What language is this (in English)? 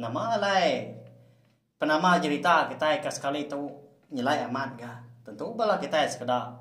Iban